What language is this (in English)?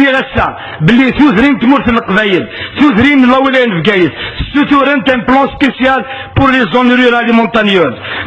Kabyle